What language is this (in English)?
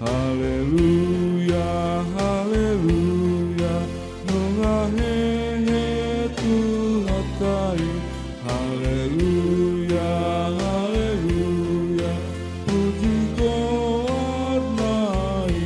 Batak Toba